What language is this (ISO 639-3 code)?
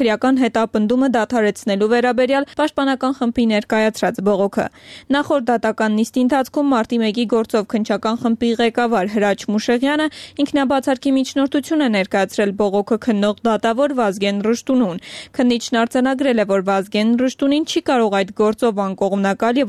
hye